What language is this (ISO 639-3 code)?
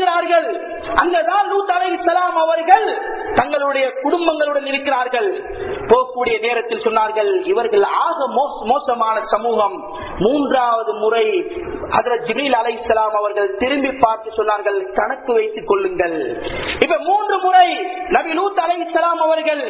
tam